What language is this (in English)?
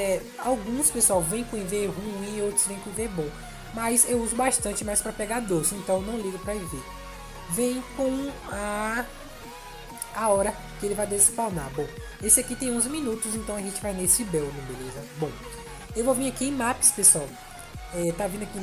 Portuguese